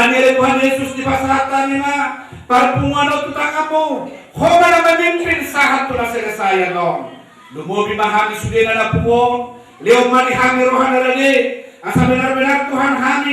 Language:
Batak Toba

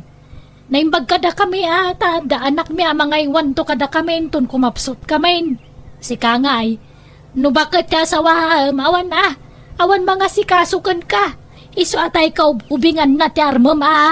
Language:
Iloko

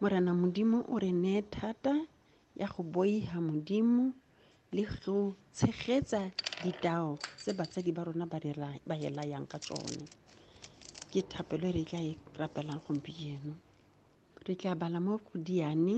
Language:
Tswana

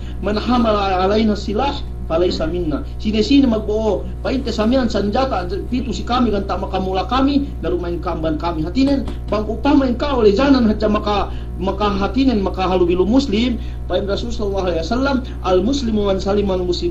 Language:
Yakan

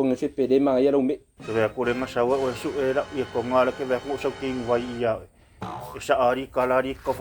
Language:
Samoan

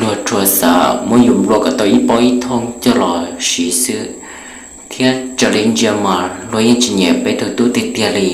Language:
Hmong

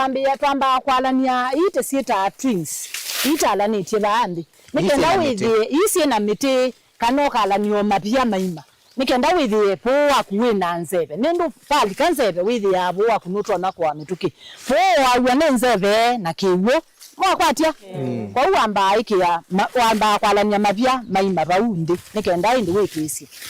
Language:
Kamba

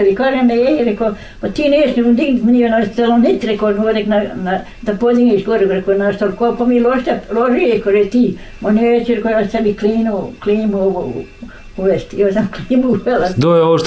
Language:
Bosnian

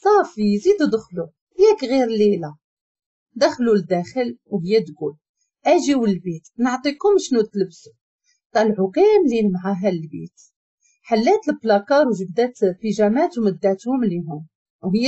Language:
Moroccan Arabic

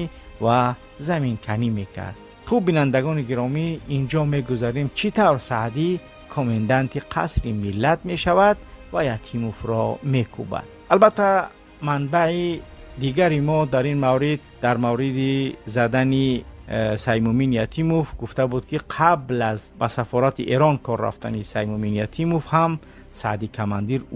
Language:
Tajik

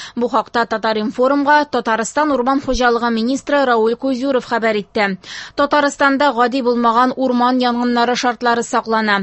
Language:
Tatar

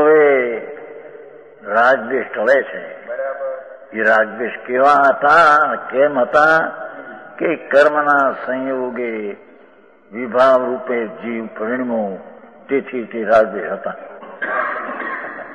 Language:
Gujarati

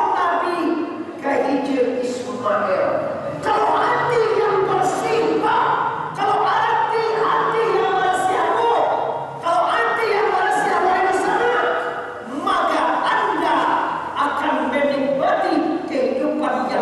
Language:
Minangkabau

